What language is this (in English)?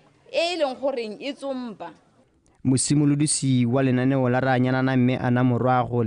Tswana